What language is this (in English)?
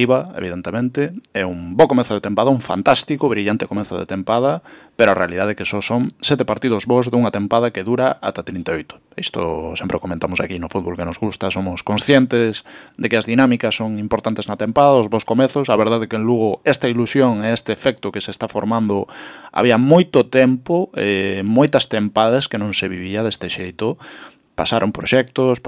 Galician